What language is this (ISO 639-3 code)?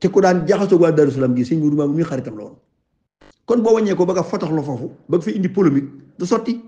wol